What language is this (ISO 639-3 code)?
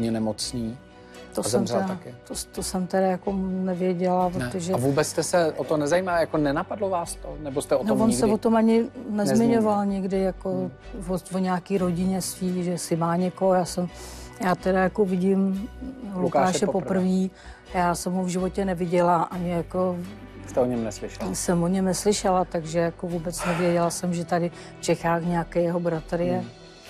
ces